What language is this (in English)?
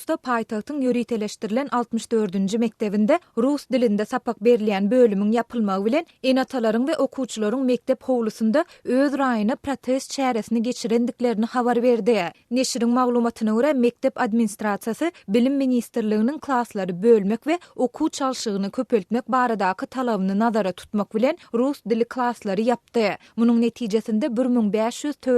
Turkmen